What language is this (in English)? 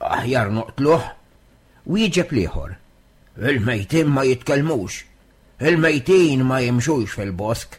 Maltese